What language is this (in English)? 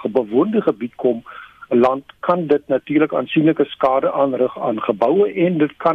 Afrikaans